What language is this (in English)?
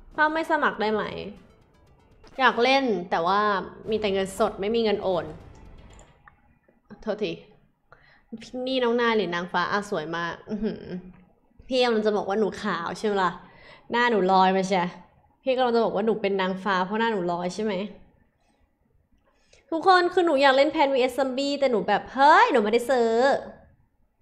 Thai